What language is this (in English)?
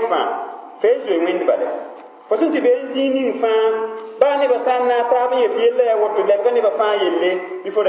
Mossi